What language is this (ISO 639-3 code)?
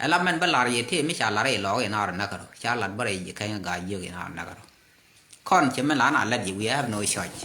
nus